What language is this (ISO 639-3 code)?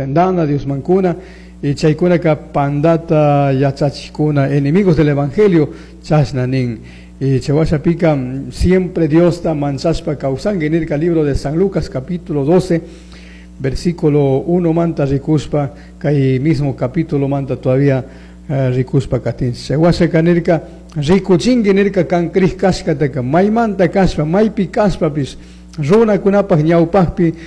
qug